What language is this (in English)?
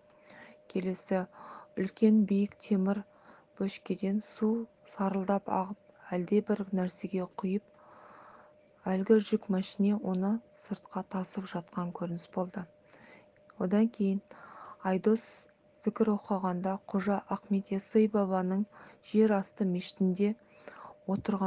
Kazakh